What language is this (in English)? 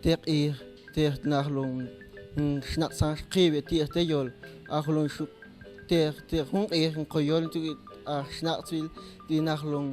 Mam